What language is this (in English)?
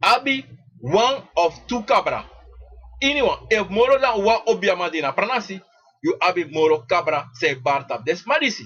Sranan Tongo